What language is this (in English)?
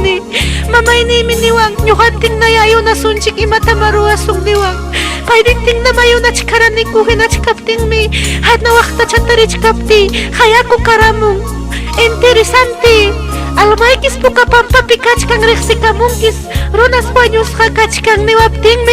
Ayacucho Quechua